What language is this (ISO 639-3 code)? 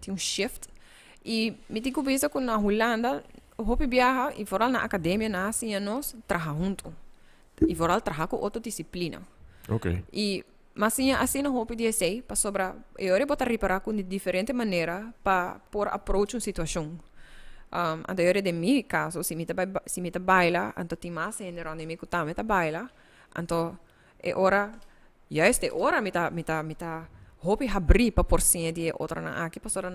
pap